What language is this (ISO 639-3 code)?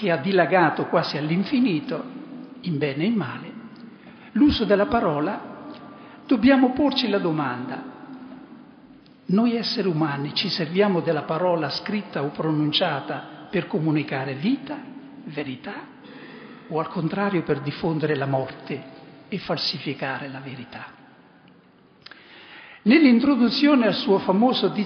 ita